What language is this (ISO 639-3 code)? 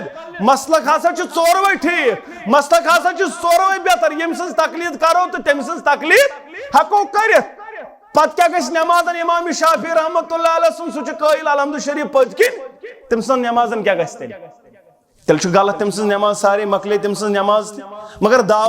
kas